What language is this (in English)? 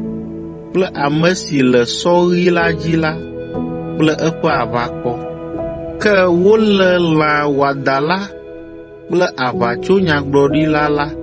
Ewe